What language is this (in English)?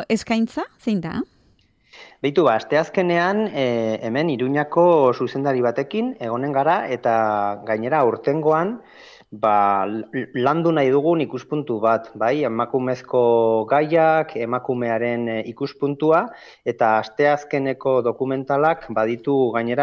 Basque